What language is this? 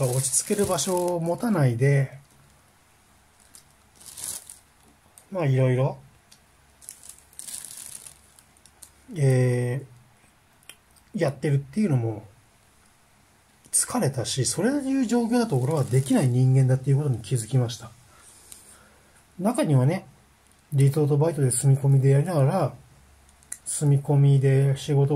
Japanese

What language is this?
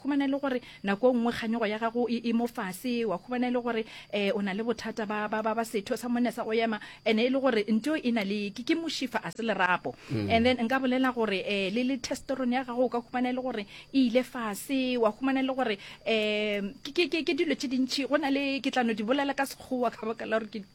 Northern Sotho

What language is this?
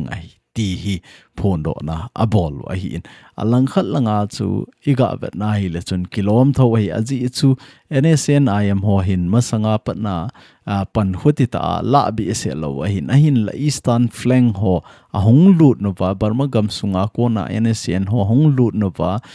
Thado Chin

